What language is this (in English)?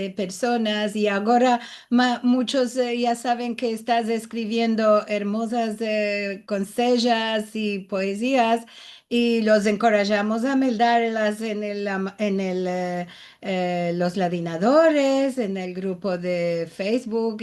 Ladino